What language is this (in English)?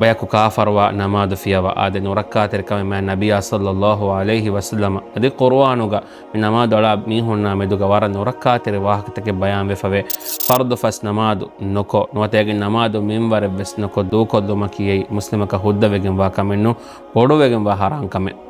Divehi